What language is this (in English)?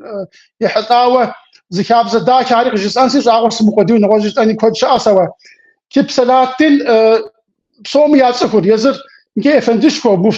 Kabardian